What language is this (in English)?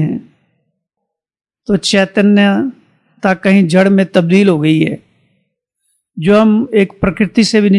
Hindi